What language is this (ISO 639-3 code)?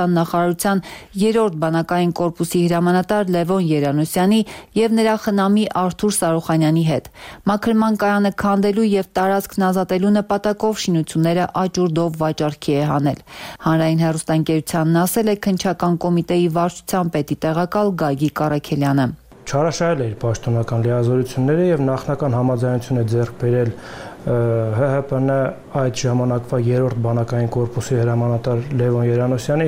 hye